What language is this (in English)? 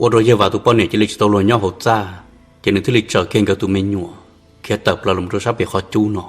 Hmong